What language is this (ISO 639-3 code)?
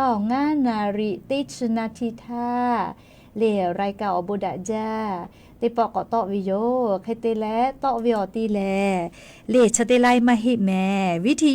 lhu